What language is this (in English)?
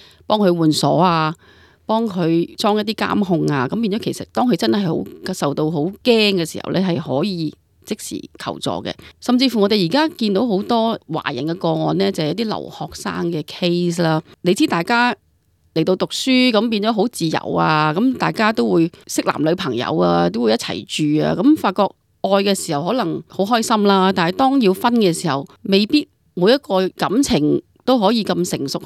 Cantonese